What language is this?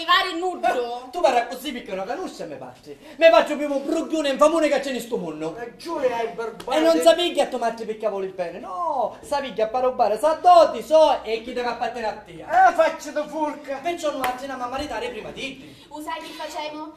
Sicilian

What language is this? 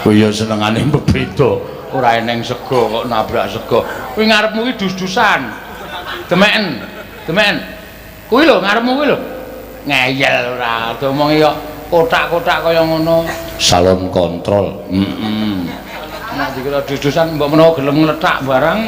Javanese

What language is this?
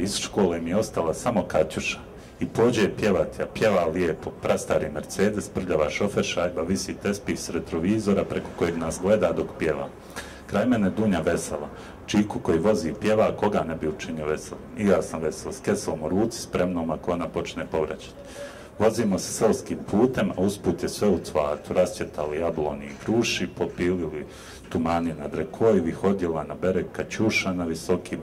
Bosnian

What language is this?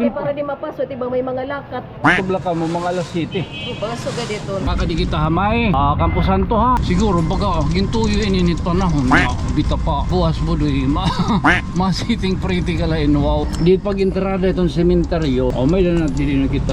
Waray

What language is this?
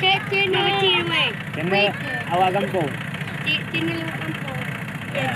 Achinese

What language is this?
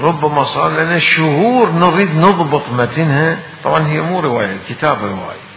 Mesopotamian Arabic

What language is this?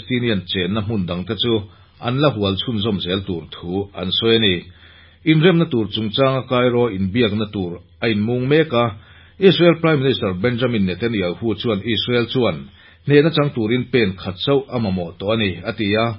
Mizo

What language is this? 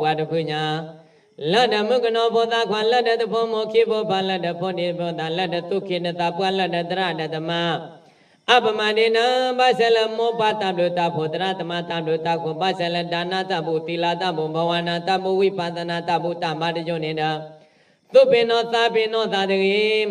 S'gaw Karen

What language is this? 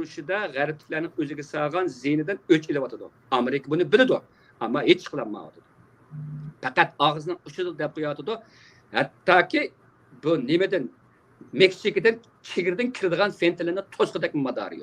Uyghur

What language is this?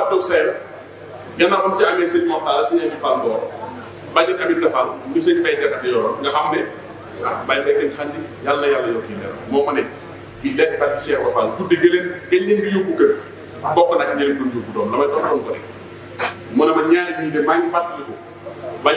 Wolof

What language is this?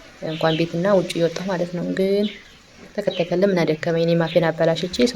Amharic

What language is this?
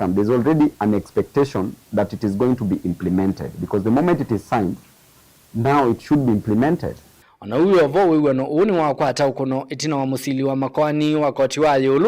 Kamba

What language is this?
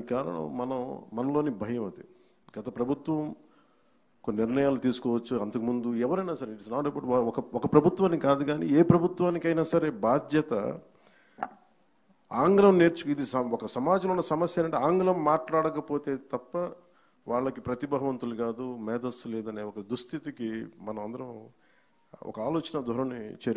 Telugu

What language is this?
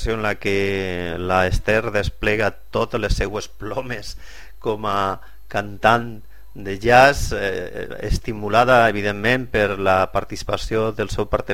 Catalan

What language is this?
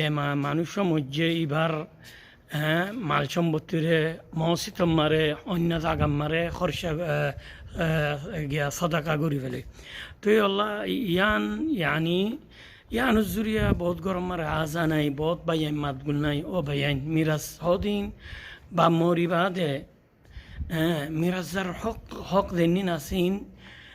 Rohingya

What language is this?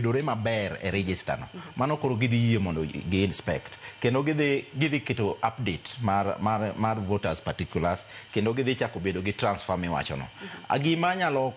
Luo (Kenya and Tanzania)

